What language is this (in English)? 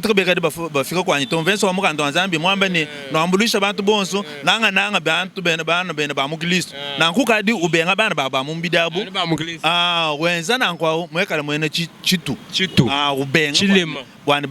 Luba-Lulua